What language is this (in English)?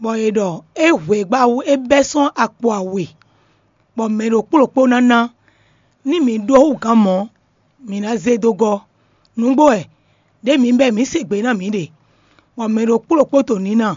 Fon